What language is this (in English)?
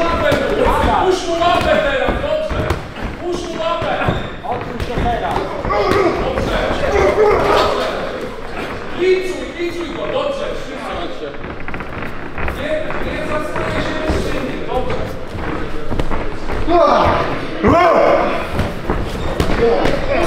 Polish